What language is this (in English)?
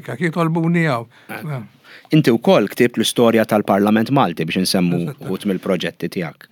Maltese